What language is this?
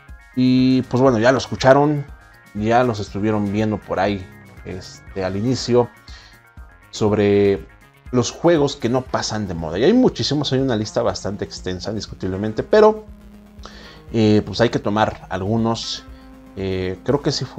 Spanish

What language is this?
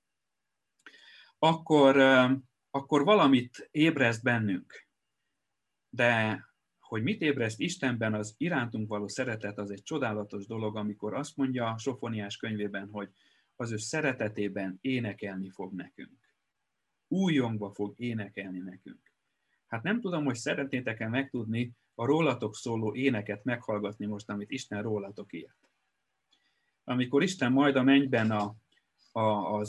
Hungarian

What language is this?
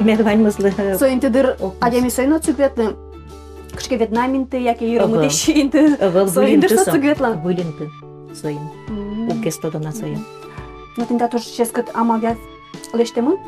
Udmurt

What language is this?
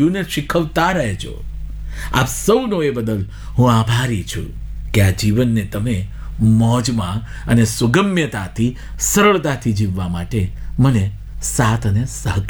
Gujarati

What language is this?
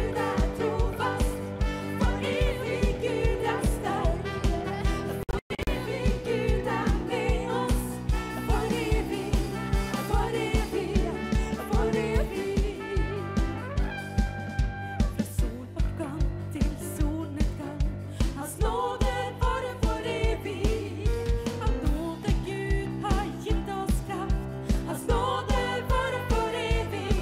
Norwegian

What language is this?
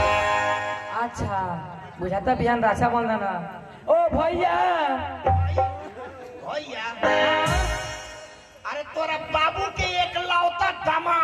Bhojpuri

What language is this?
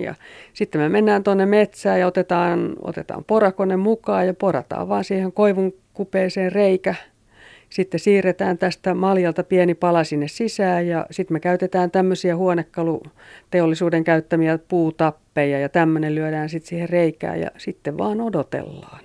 Finnish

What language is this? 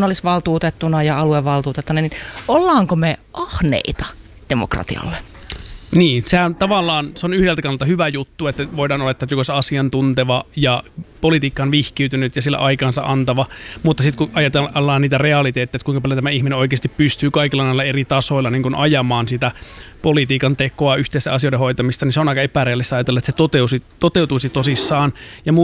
Finnish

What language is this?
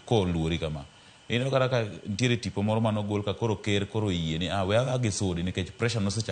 Luo (Kenya and Tanzania)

